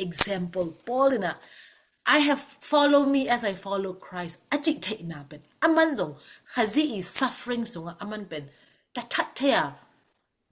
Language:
Tedim Chin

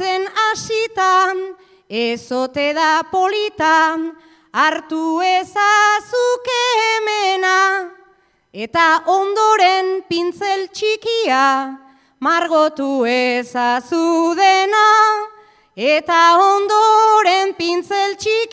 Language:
Basque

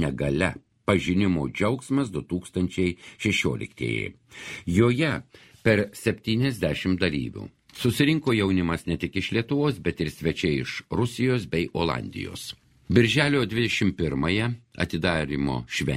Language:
Lithuanian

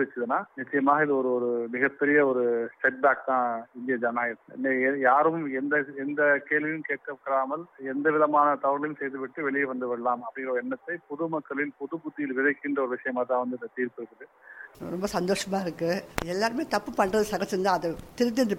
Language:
Tamil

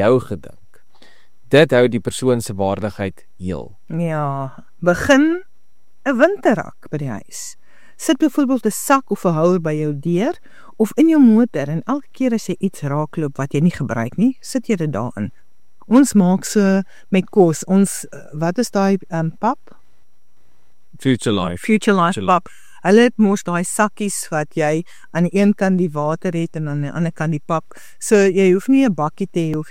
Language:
Afrikaans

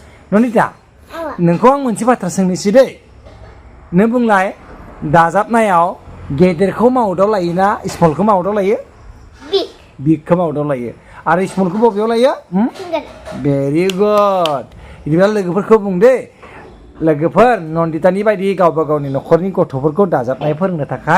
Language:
Bodo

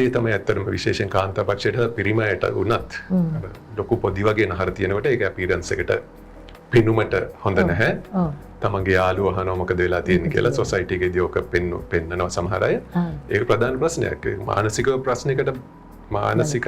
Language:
Sinhala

